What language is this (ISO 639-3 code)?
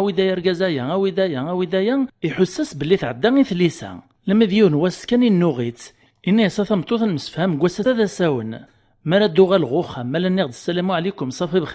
kab